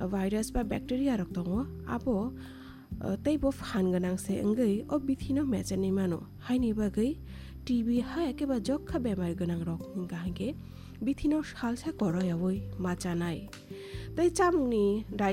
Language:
Kok Borok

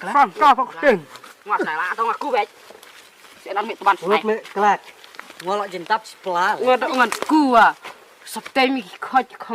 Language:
Khasi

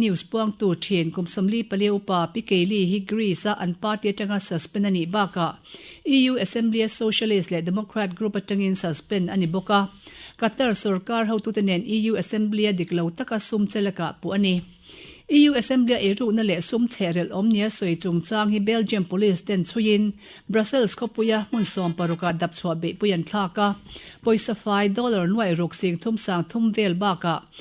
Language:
Mizo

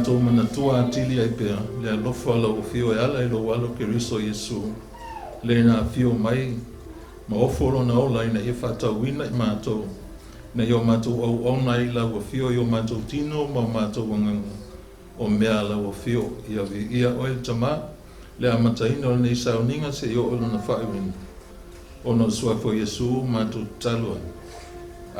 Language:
Samoan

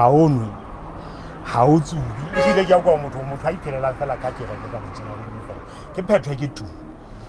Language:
Southern Sotho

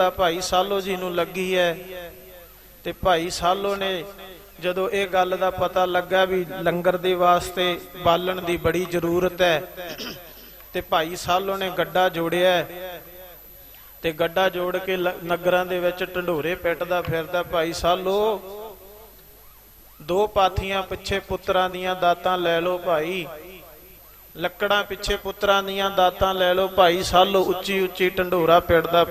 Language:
Punjabi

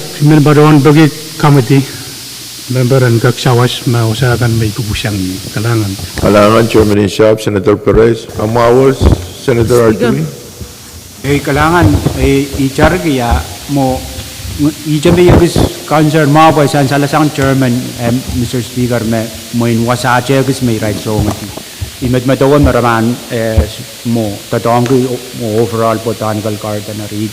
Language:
Pohnpeian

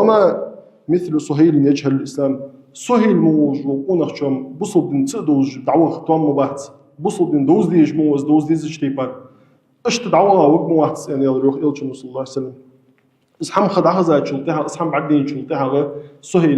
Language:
Ingush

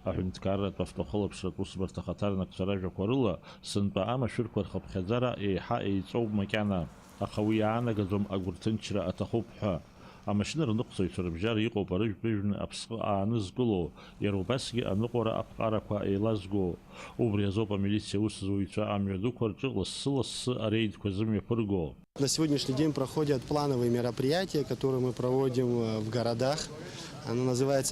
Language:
Abkhazian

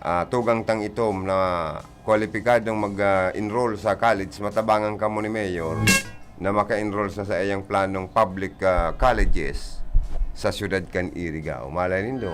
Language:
Bikol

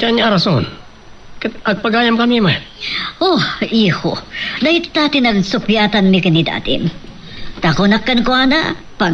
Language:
Iloko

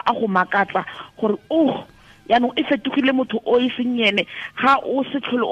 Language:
Tswana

